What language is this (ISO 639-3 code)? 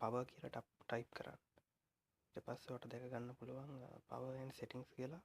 sin